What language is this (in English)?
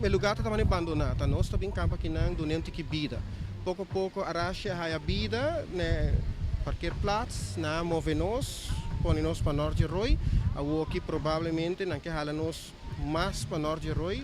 Papiamento